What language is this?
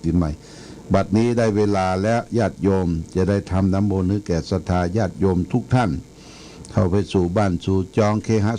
Pali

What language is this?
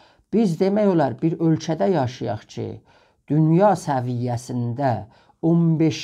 South Azerbaijani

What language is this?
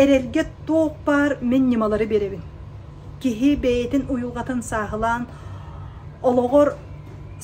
Yakut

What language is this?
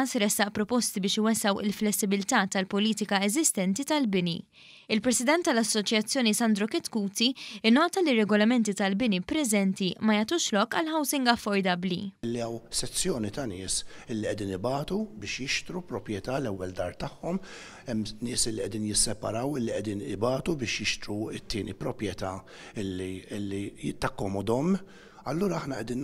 Maltese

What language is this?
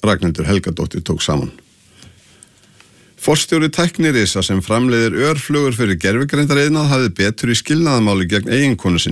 Icelandic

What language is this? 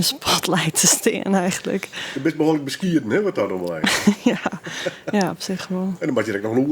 Western Frisian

